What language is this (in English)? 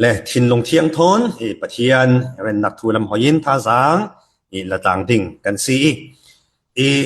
Falam Chin